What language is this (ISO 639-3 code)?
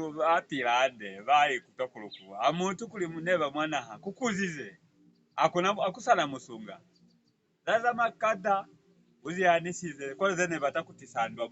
loz